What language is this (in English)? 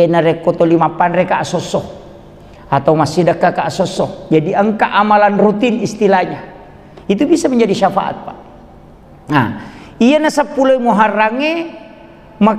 Buginese